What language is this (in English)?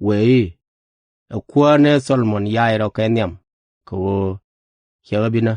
Nuer